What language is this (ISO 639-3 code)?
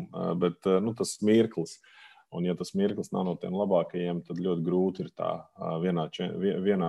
lav